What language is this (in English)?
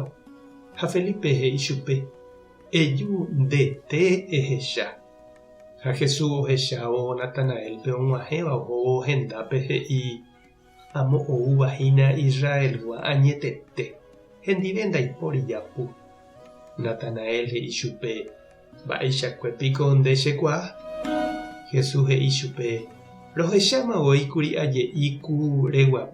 Guarani